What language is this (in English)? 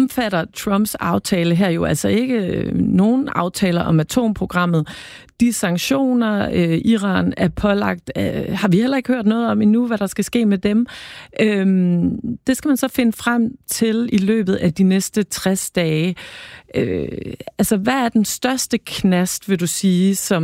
Danish